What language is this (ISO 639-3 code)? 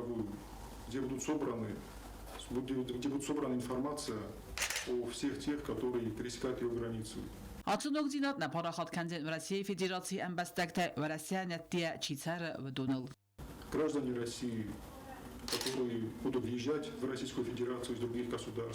oss